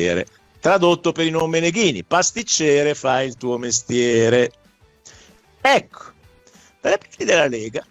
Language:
Italian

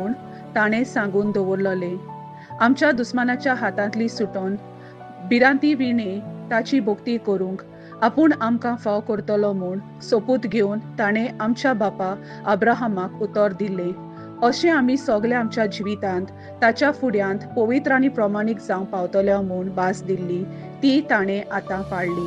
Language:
Konkani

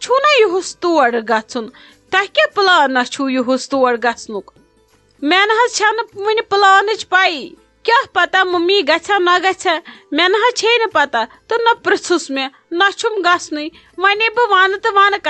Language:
Kashmiri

